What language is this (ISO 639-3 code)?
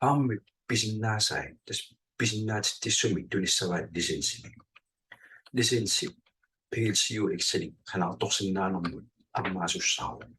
kal